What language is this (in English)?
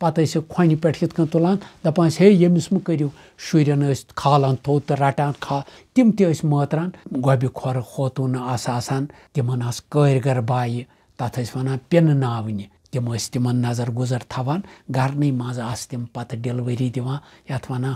Kashmiri